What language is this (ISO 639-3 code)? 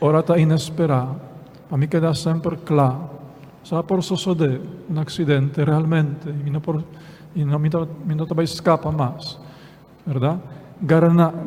pap